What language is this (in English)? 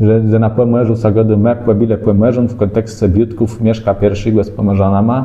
Kashubian